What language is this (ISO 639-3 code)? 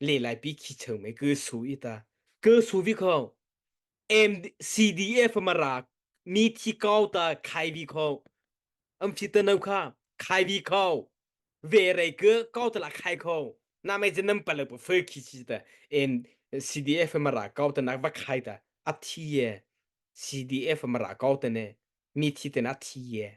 mrh